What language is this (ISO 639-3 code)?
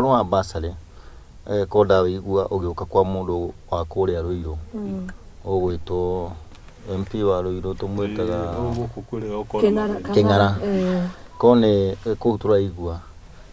kik